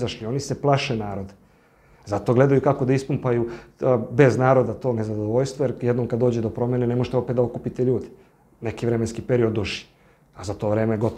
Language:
Serbian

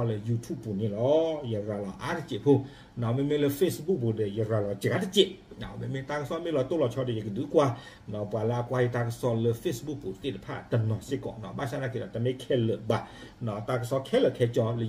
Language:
S'gaw Karen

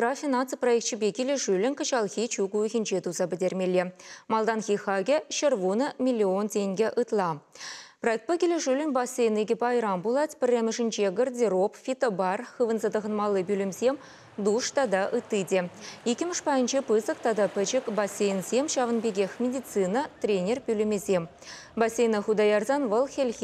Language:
Chuvash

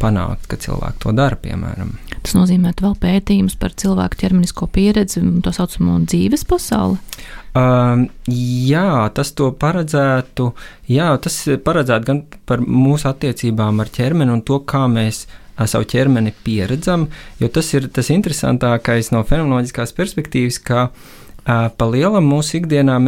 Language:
Latvian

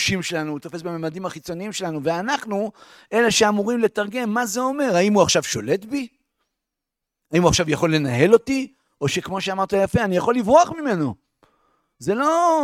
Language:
Hebrew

